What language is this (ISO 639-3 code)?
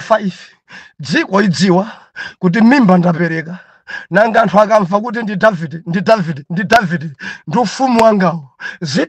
nya